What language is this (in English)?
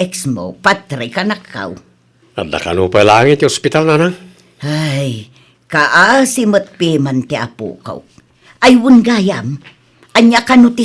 Iloko